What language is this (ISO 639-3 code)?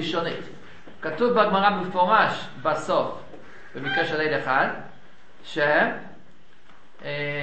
heb